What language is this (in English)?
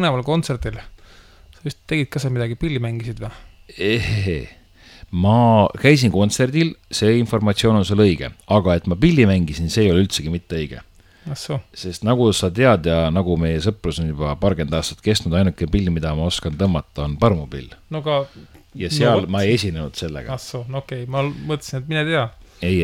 Estonian